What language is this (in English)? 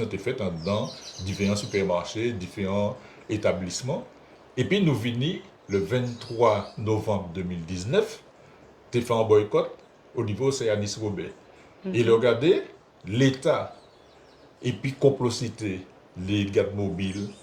Guadeloupean Creole French